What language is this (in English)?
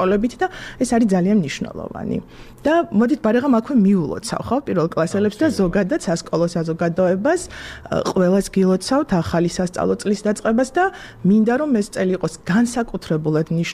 Georgian